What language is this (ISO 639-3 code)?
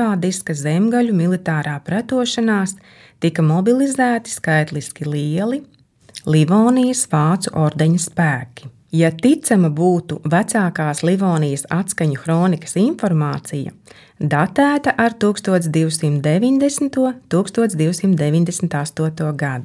lav